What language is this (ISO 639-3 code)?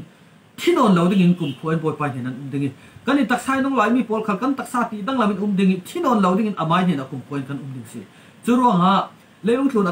cfm